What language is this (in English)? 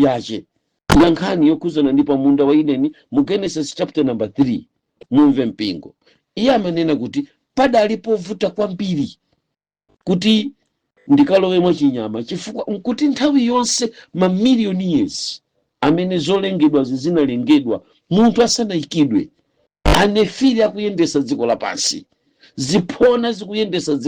Nyanja